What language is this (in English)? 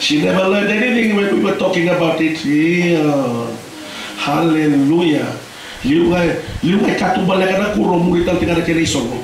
Fijian